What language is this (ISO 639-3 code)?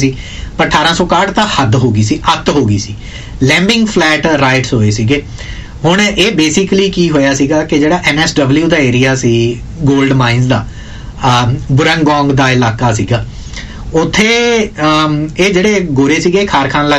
pan